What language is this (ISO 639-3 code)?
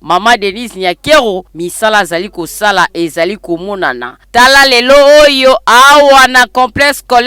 lin